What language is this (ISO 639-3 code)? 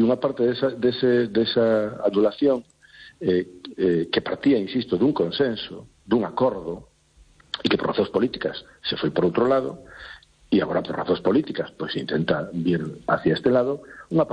glg